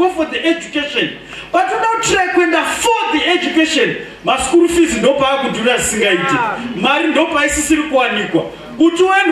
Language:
Shona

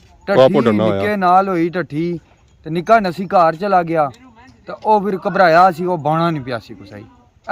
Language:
Pahari-Potwari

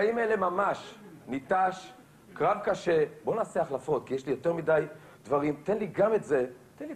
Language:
Hebrew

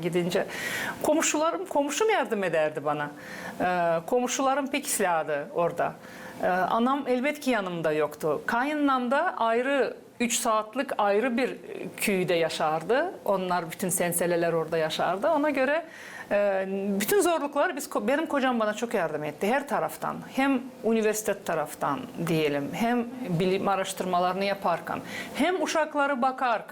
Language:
Gagauz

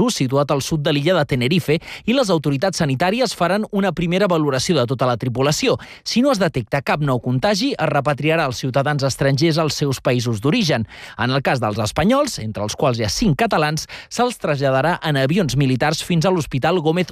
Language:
Catalan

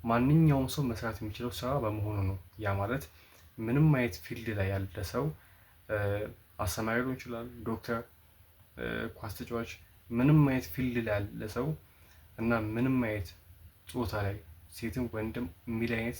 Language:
Amharic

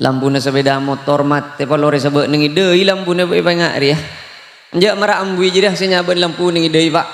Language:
Madurese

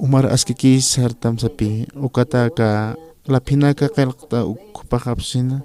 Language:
Aymara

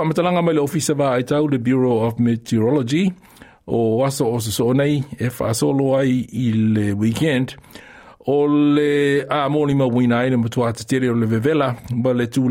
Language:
Samoan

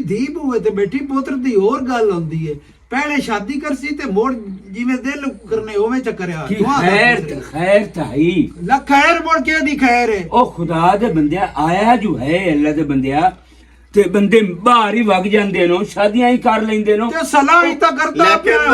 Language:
Western Panjabi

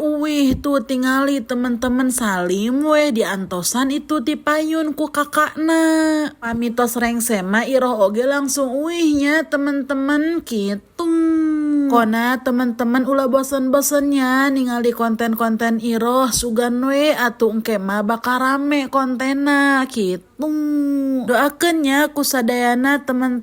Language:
Sundanese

